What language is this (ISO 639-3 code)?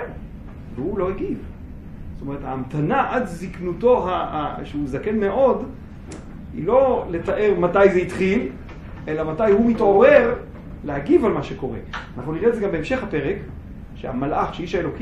heb